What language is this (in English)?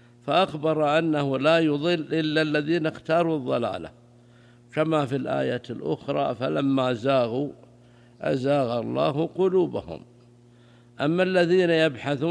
Arabic